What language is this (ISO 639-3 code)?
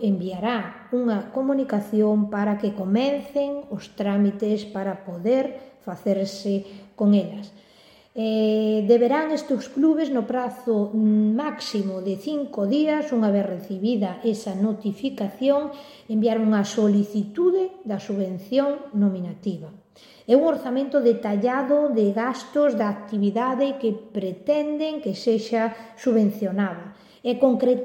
glg